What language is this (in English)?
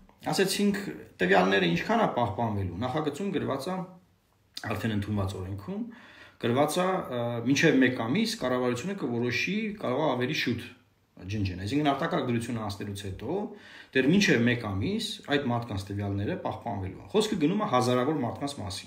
Armenian